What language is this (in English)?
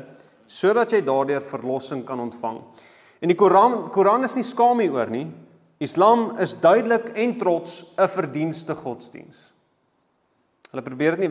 Afrikaans